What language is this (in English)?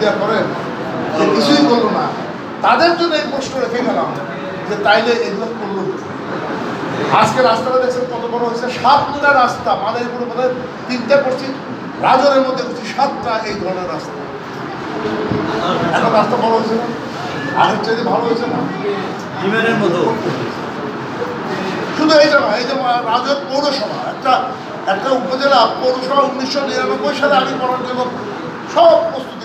Bangla